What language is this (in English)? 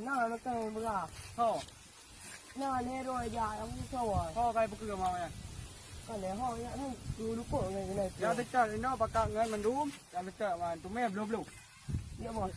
Achinese